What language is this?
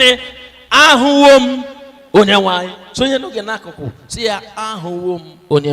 Igbo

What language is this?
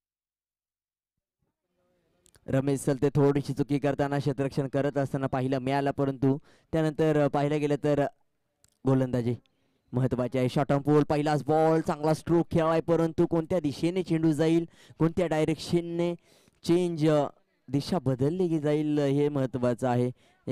Marathi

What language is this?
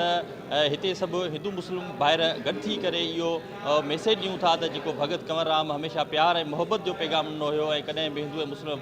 Sindhi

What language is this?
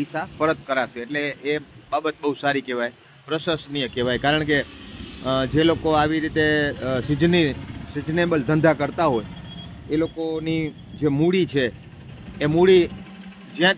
Gujarati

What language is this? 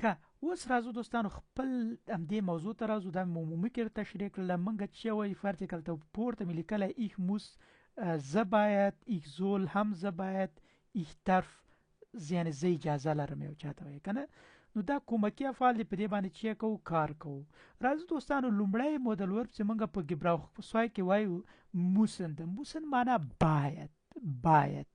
Pashto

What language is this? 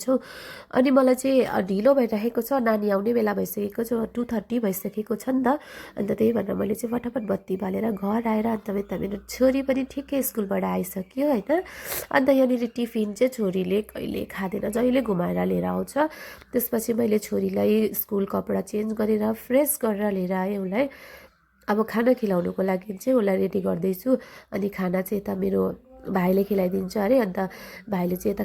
Nepali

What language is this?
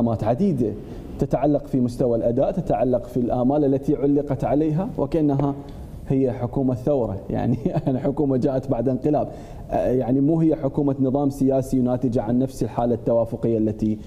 Mesopotamian Arabic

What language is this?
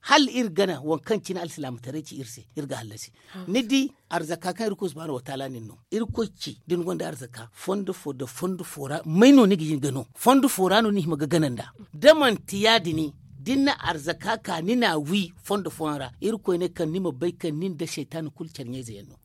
Zarma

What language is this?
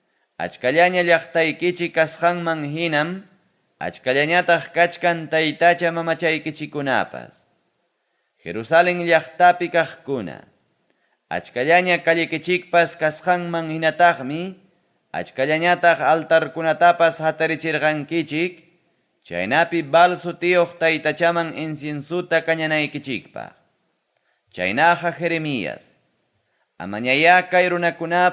Ayacucho Quechua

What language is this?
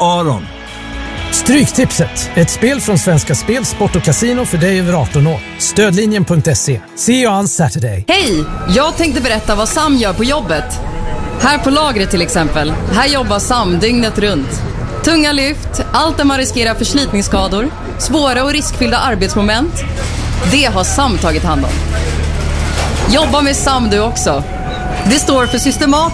Swedish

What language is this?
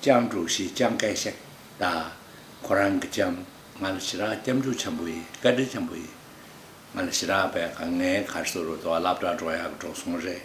Tibetan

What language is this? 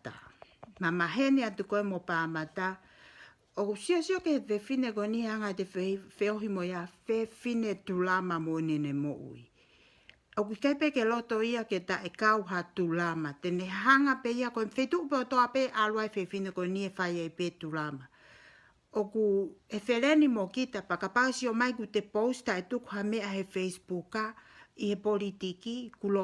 Tongan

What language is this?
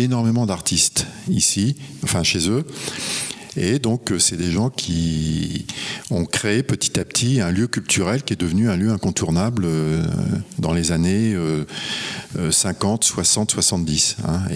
French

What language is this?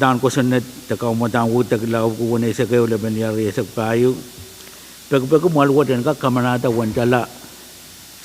Pohnpeian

